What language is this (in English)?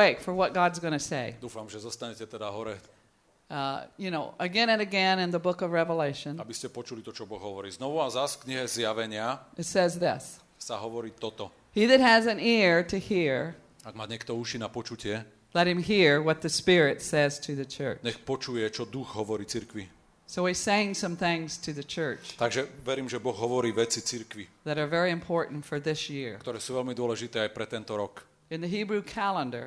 Slovak